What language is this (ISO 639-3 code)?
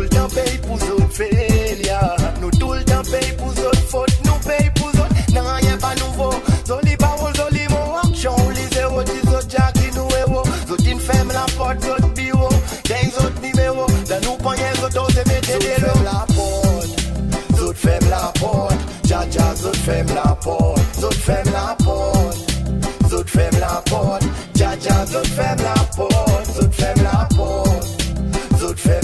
crs